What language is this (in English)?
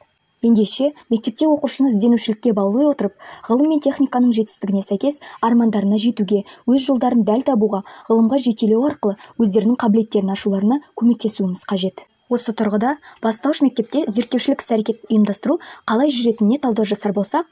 Kazakh